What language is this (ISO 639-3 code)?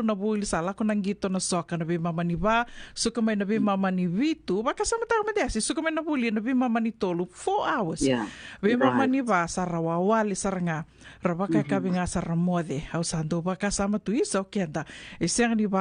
fij